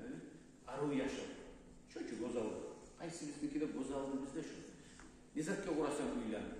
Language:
Kumyk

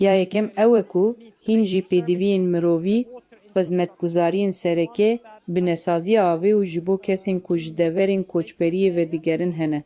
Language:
Kurdish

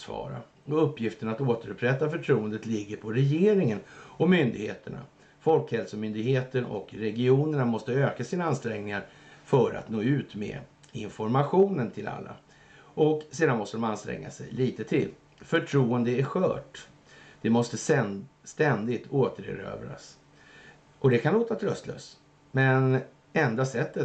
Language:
Swedish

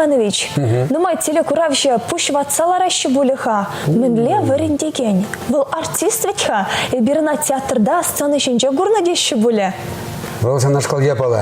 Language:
Chuvash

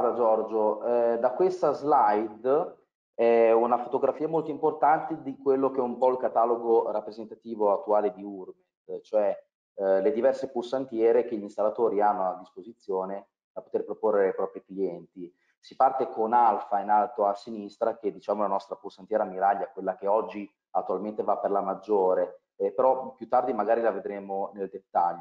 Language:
Italian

